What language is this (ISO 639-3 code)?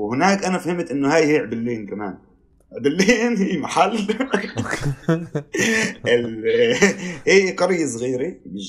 apc